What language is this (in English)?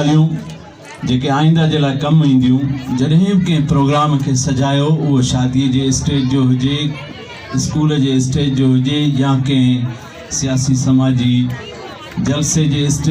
Sindhi